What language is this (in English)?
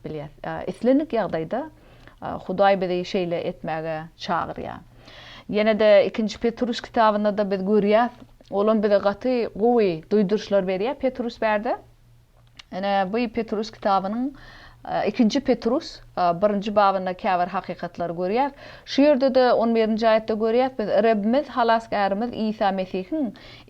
Turkmen